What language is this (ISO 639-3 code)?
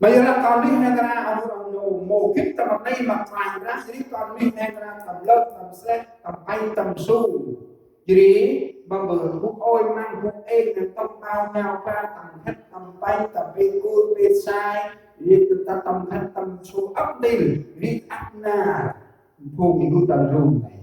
cmo